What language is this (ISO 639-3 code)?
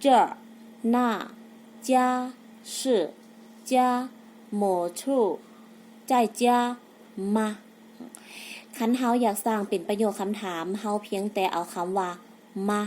lao